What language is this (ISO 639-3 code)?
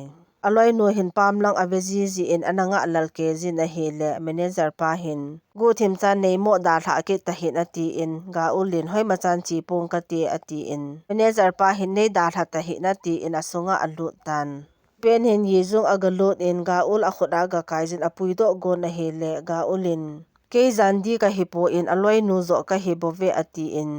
tcz